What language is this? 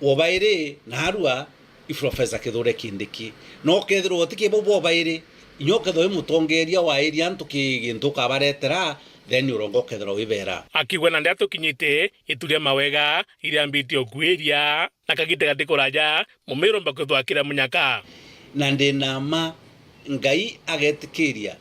Meru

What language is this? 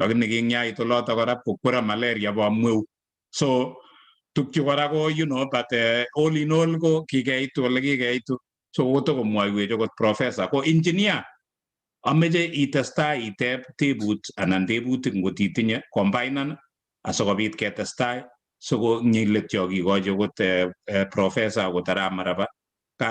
Kalenjin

